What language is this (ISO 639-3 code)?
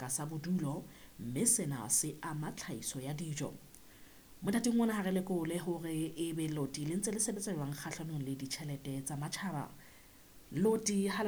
sot